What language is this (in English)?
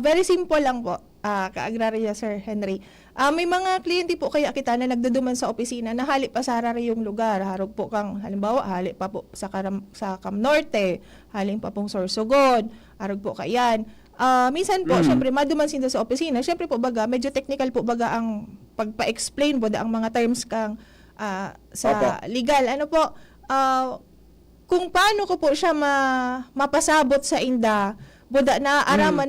Bikol